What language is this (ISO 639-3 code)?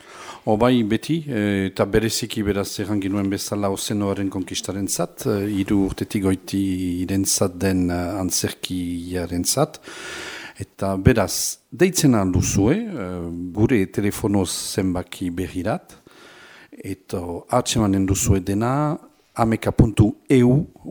eus